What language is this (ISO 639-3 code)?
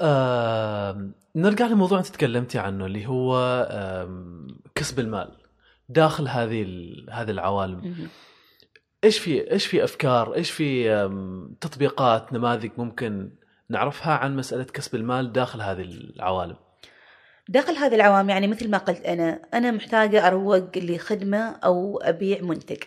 afb